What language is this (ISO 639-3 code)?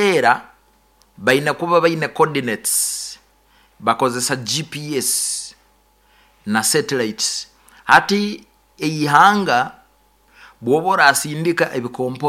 nyo